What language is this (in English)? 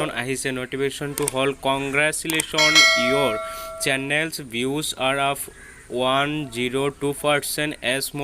Assamese